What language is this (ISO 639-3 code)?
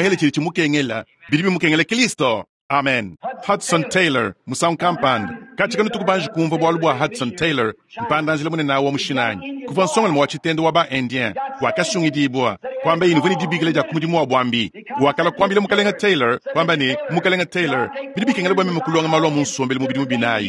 lua